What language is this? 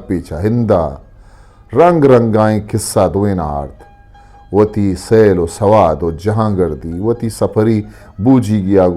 Eastern Balochi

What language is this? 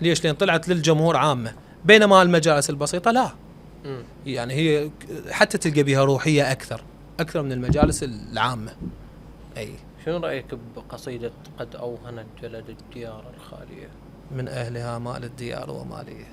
Mesopotamian Arabic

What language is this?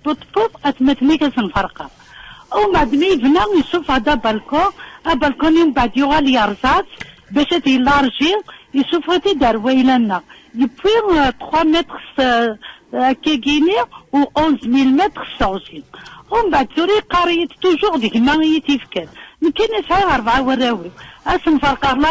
Kabyle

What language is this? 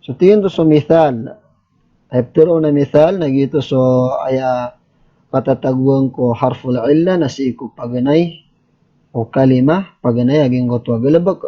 Maranao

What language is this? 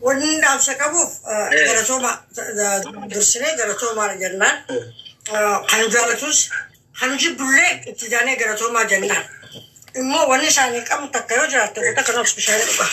Oromo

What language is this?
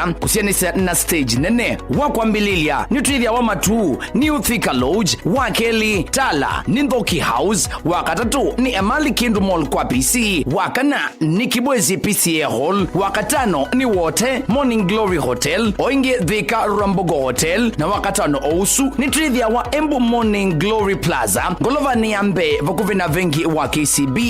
Kamba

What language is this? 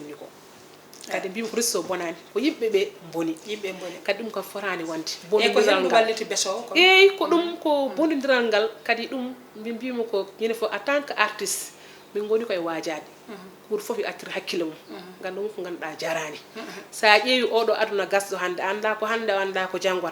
Fula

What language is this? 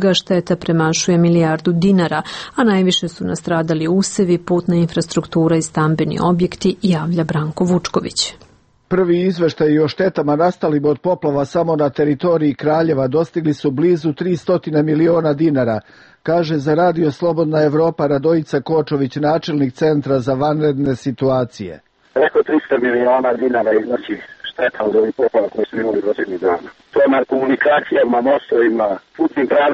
Serbian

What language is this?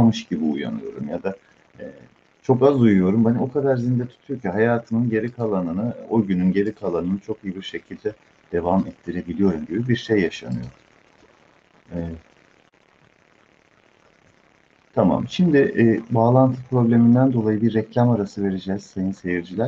Turkish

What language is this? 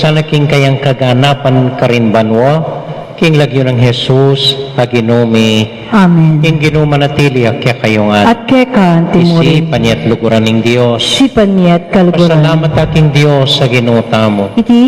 Pampanga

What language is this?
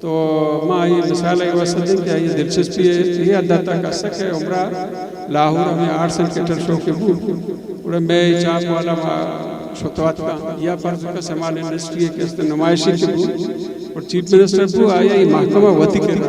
Eastern Balochi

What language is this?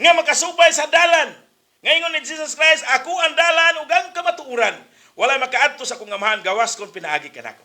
Cebuano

